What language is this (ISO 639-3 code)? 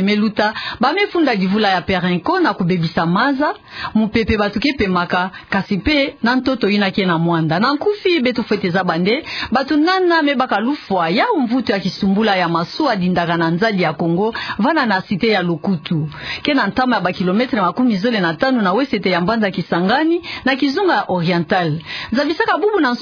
ktu